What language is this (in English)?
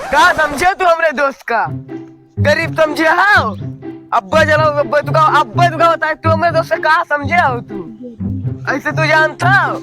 Awadhi